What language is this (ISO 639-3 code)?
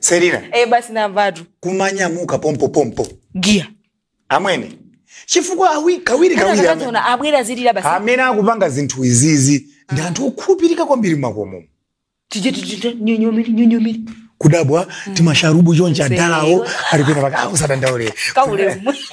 nya